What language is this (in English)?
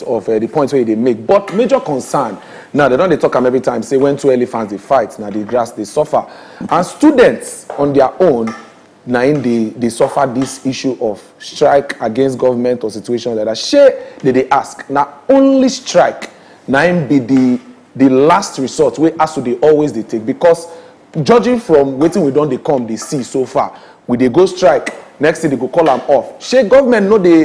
Nigerian Pidgin